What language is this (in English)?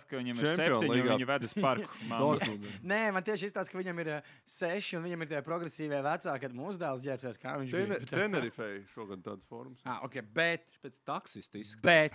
Latvian